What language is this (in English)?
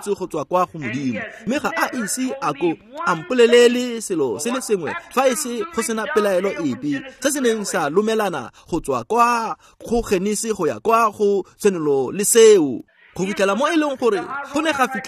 Tswana